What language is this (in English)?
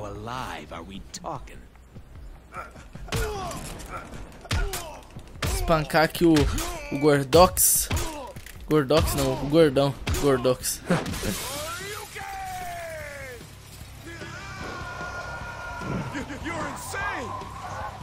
Portuguese